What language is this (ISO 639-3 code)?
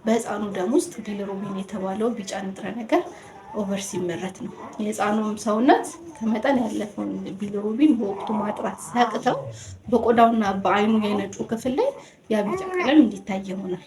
amh